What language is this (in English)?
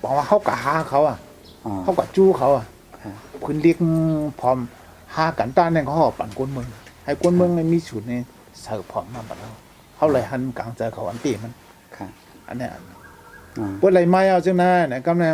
Shan